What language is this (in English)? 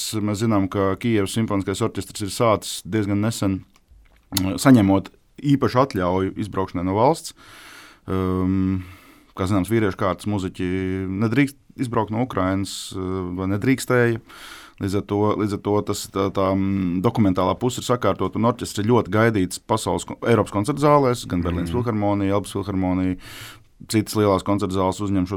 Latvian